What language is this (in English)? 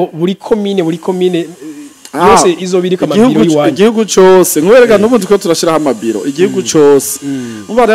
Rundi